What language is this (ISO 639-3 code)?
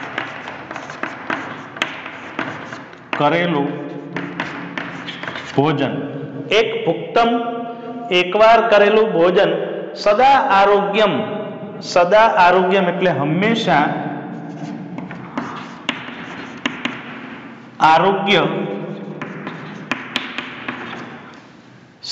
guj